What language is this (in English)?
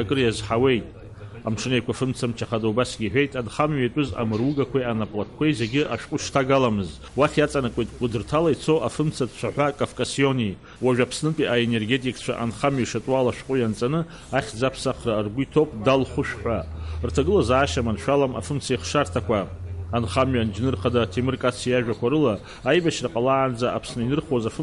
Abkhazian